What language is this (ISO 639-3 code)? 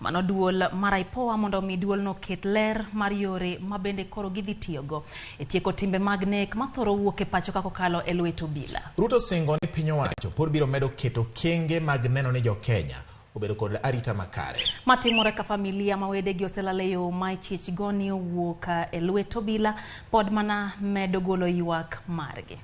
luo